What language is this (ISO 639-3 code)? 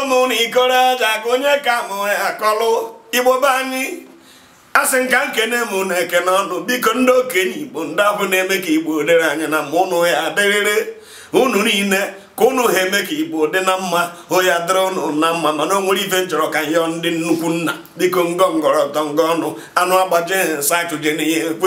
ibo